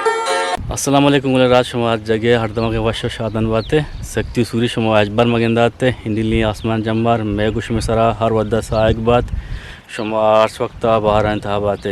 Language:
Eastern Balochi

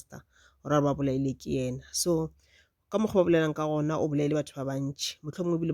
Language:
Northern Sotho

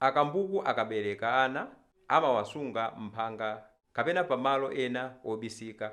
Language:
Nyanja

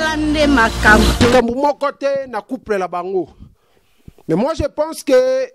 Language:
Lingala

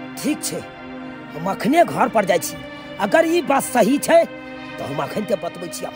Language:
Maithili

